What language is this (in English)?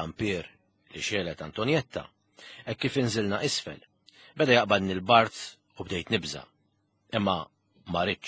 Maltese